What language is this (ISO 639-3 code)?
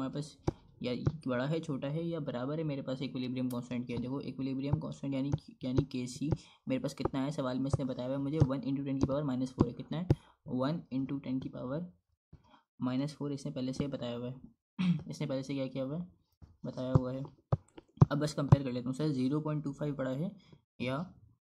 hin